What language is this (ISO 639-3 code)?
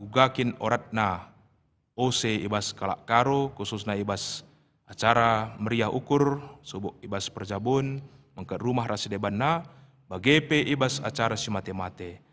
btx